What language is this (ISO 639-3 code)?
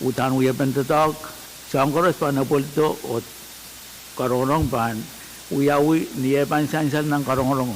pon